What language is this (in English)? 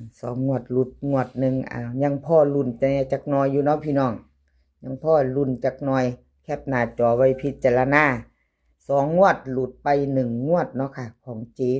Northeastern Thai